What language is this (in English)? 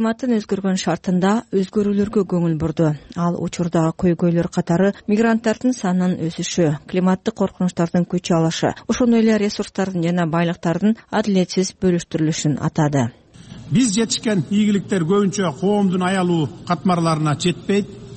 Kyrgyz